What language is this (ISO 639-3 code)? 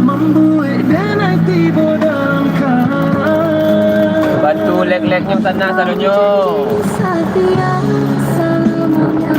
min